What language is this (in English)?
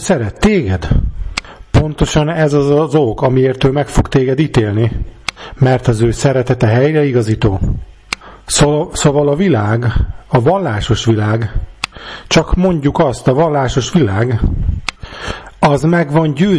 Hungarian